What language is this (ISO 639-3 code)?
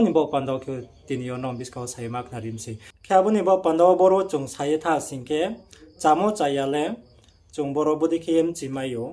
ria